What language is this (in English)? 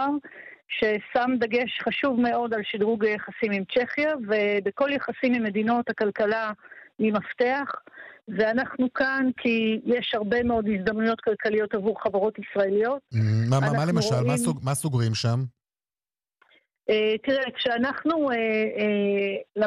Hebrew